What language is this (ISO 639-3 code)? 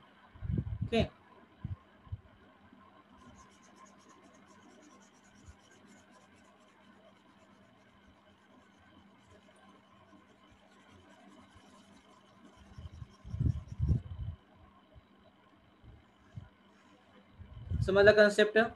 mar